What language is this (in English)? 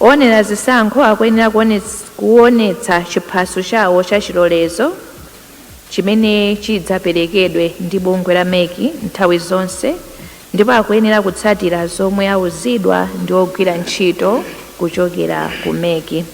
Nyanja